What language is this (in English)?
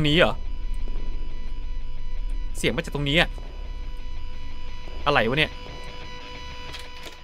Thai